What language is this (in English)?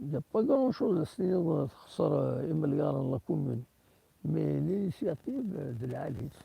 Kabyle